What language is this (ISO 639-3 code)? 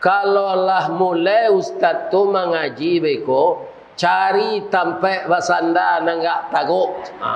min